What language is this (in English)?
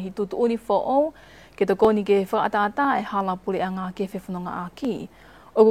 Tongan